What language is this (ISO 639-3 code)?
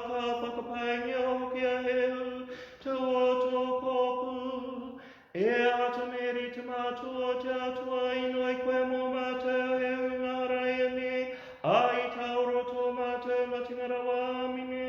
mri